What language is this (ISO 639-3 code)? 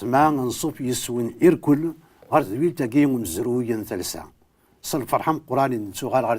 kab